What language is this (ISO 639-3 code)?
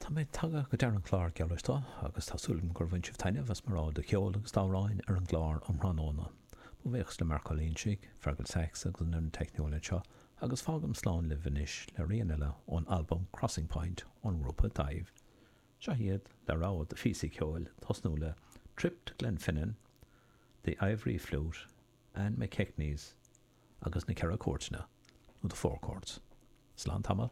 gle